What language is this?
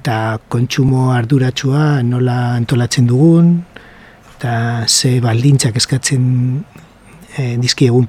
Basque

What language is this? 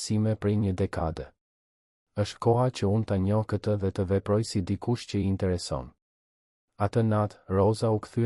Albanian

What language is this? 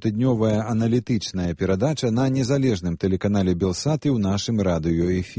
Belarusian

